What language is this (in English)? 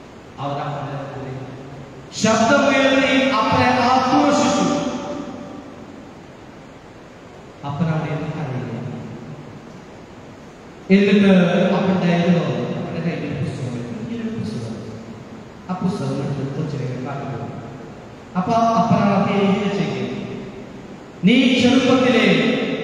Malayalam